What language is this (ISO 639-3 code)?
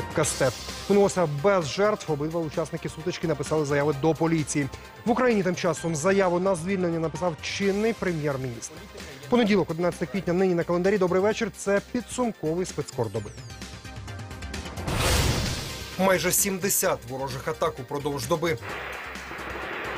ukr